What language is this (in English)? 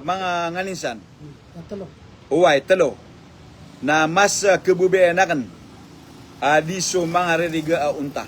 Maranao